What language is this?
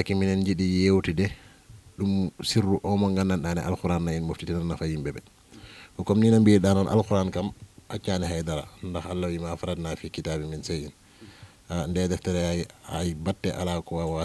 Fula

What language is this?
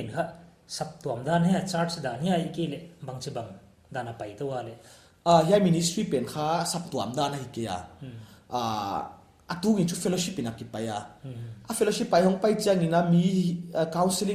Paite Chin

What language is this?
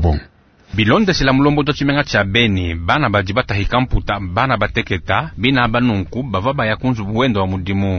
Luba-Lulua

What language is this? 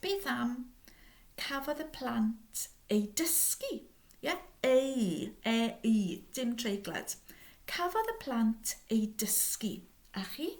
Welsh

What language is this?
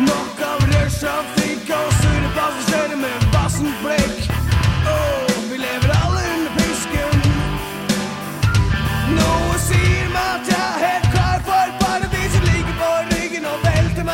Norwegian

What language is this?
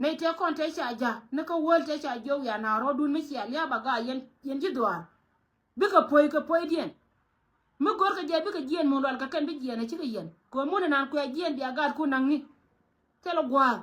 Nuer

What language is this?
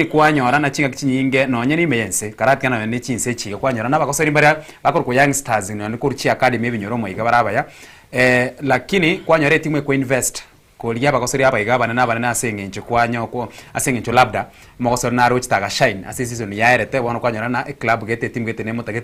Gusii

